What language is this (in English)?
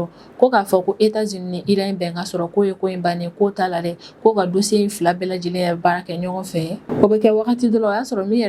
Bambara